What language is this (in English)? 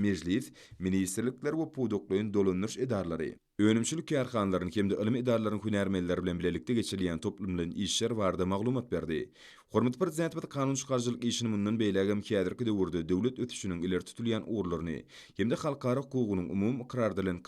Turkmen